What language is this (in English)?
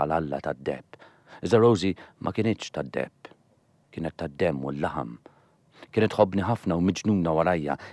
Maltese